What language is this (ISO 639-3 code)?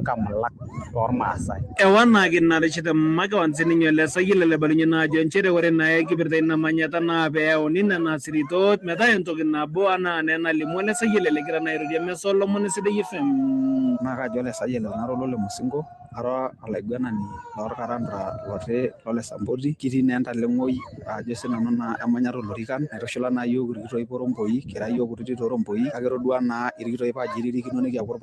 mas